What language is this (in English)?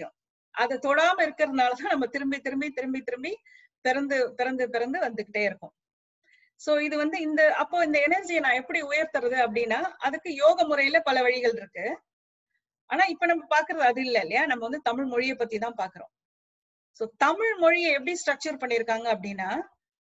Tamil